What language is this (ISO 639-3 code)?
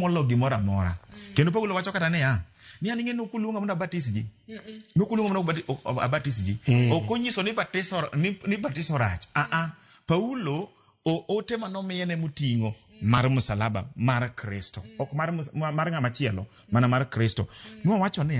luo